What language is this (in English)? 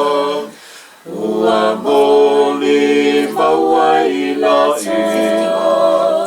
Samoan